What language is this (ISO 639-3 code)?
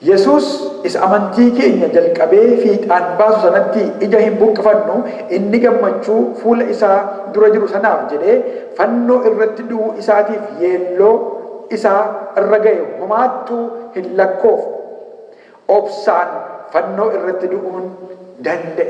orm